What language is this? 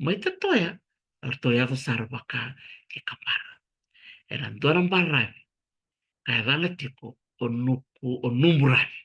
Fijian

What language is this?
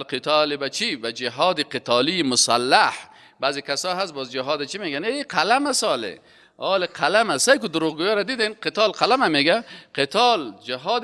Persian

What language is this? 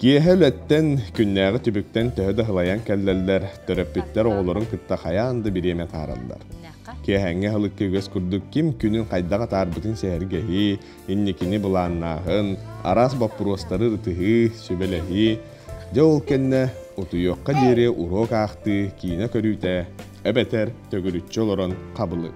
Yakut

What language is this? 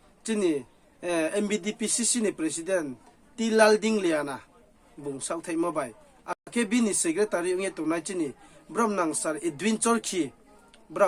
Riang (India)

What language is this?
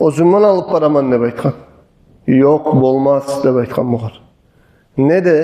Kumyk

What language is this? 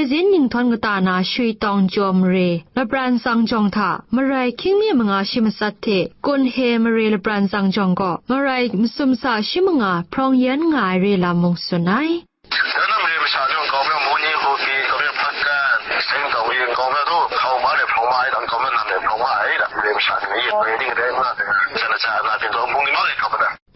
Kachin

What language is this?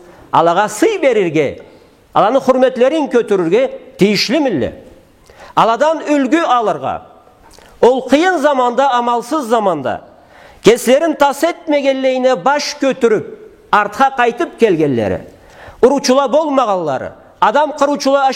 Karachay-Balkar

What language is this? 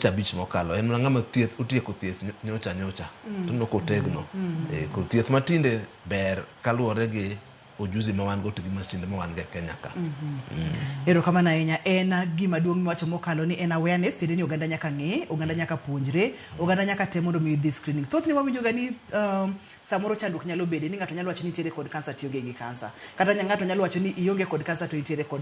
Luo (Kenya and Tanzania)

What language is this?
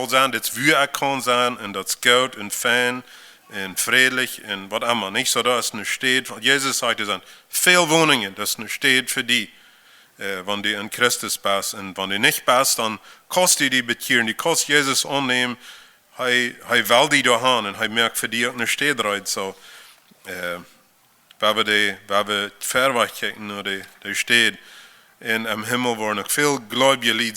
Plautdietsch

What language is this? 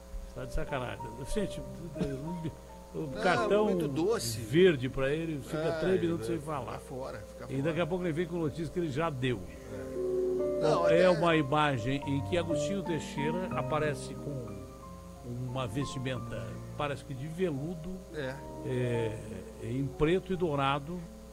Portuguese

